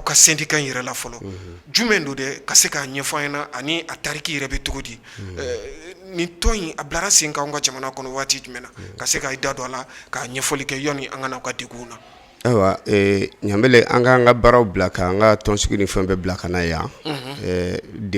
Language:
Bambara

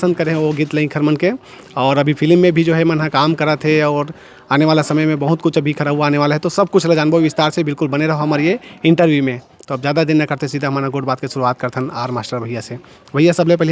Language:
Chhattisgarhi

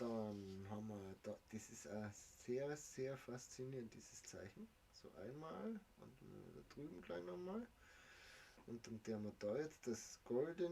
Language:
Bavarian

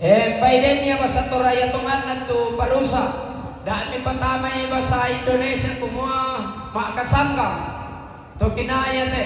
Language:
Toraja-Sa'dan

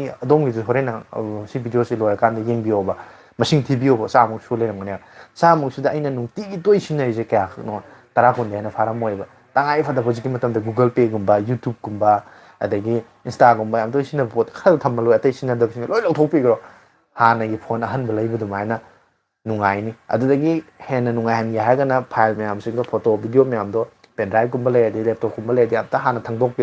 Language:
Manipuri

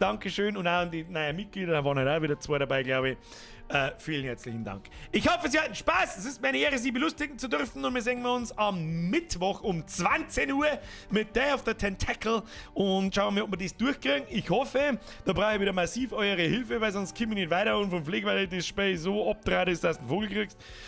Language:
Bavarian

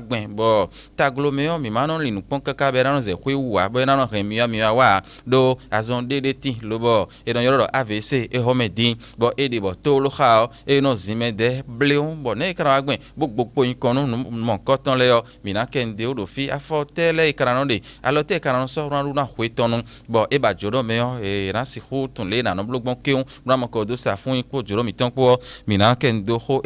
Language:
Fon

